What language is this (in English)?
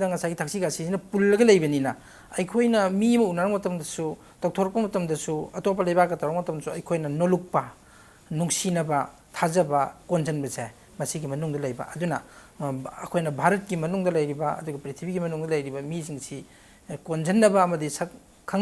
Manipuri